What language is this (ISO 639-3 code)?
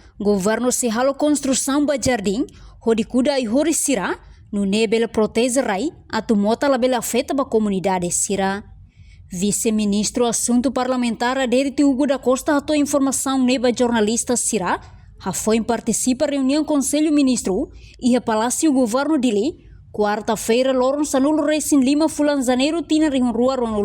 tet